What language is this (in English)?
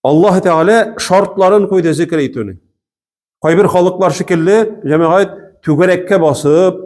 Tatar